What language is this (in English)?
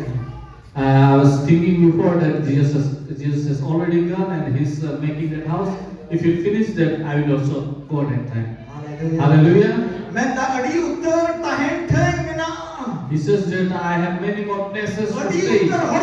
Santali